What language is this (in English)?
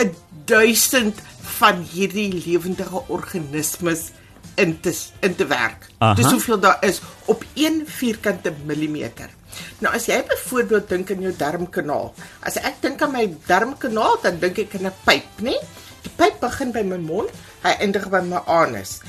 Afrikaans